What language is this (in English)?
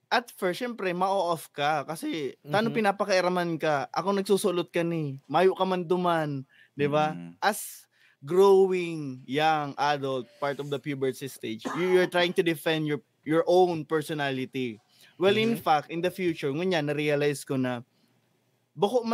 Bikol